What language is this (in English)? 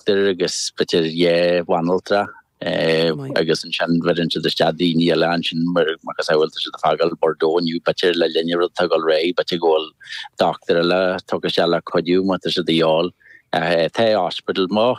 Irish